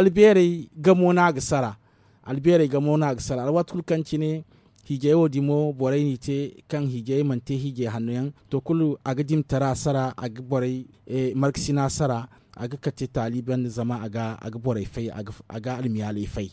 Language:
Zarma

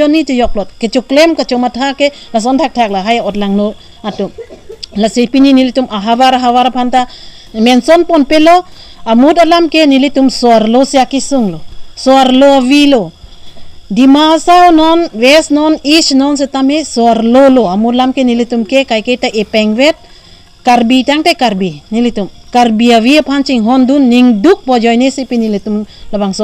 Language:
Karbi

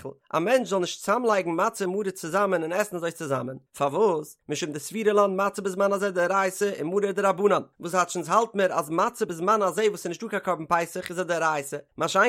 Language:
Yiddish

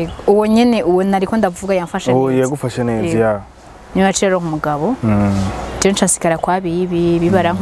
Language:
Rundi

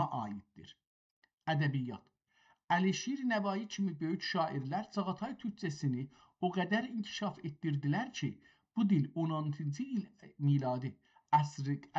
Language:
South Azerbaijani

